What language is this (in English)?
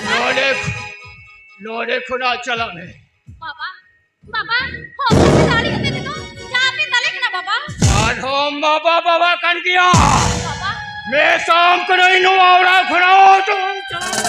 Santali